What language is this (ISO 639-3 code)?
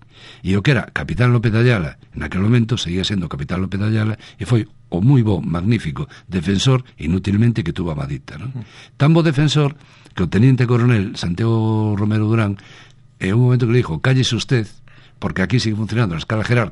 glg